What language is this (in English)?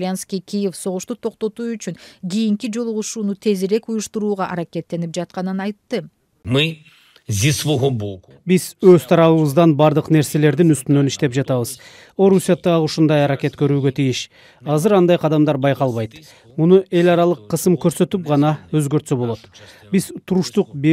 Kyrgyz